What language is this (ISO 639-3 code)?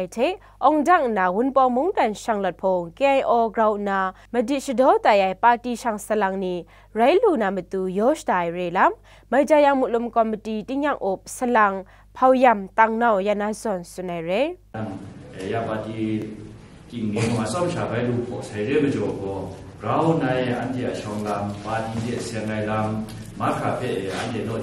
kac